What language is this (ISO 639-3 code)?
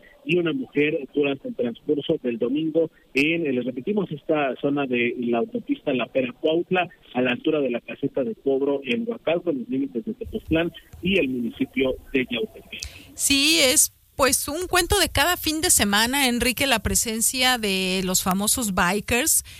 spa